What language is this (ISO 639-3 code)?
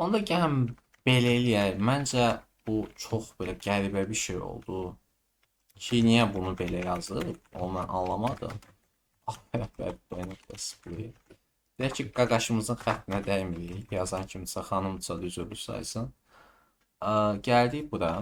aze